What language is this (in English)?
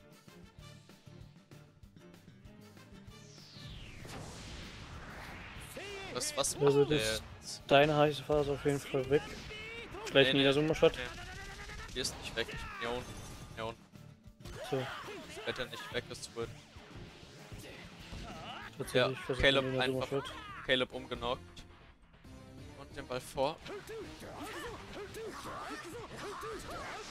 German